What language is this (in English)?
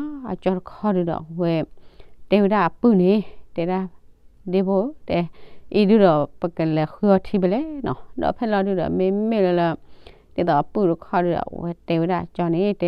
S'gaw Karen